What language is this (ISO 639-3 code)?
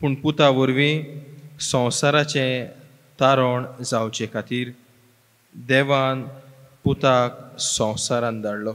kok